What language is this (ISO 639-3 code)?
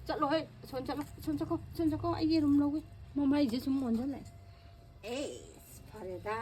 mni